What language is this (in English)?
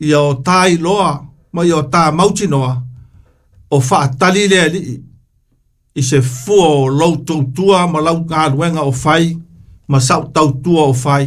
Samoan